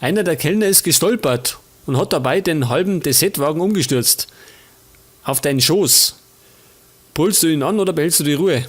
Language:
Bavarian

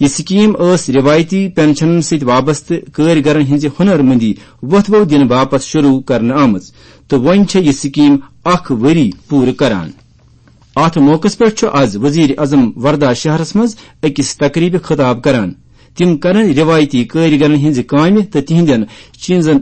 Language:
Kashmiri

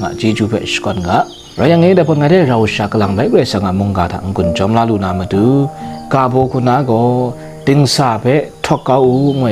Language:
Kachin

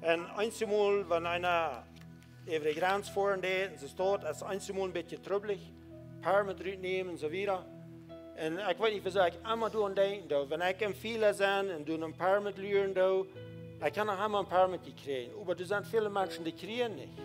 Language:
Plautdietsch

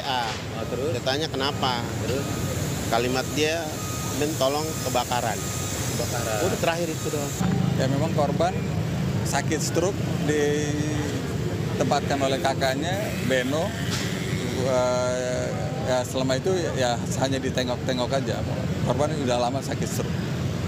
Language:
Indonesian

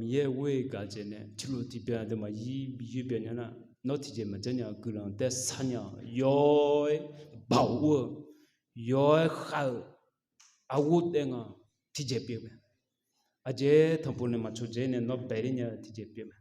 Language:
Akha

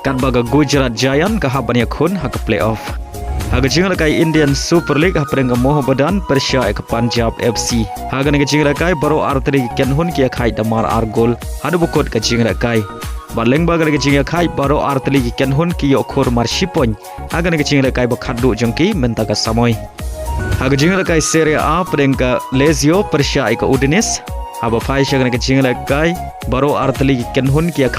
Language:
Khasi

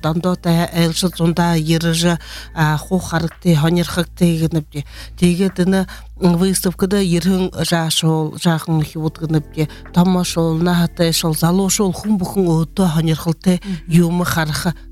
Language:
Buriat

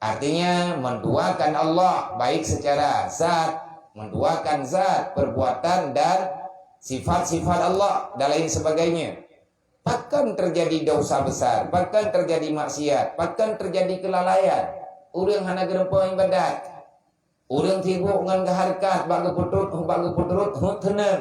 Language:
Achinese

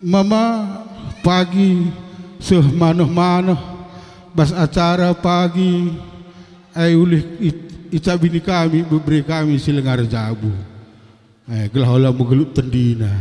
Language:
Batak Karo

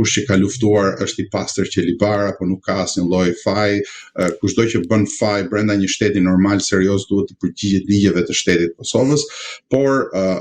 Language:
Albanian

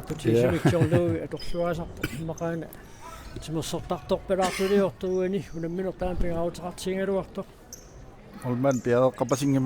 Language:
Kalaallisut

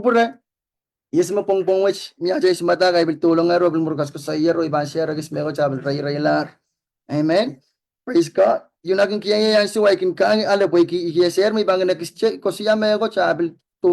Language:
Pohnpeian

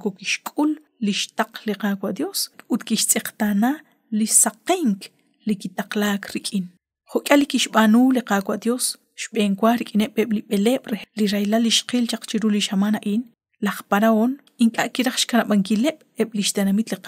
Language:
Kekchí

